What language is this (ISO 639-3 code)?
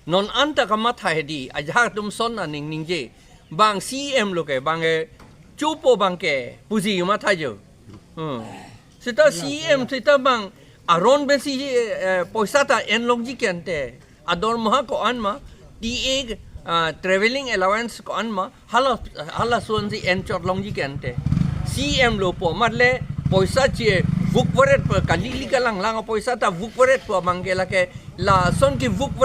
mjw